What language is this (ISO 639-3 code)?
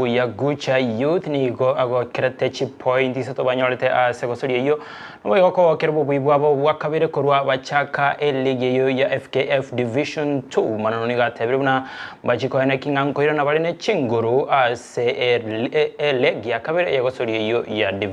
guz